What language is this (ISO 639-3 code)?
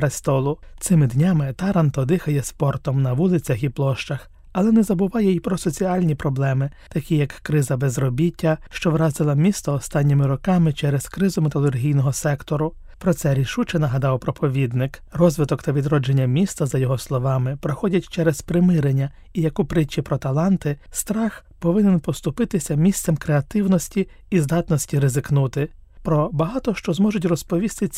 ukr